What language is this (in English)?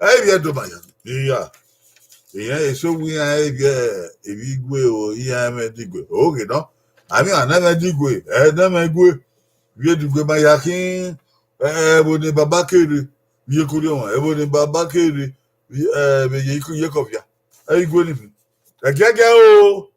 Bini